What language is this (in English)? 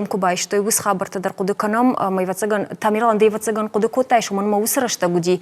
Ossetic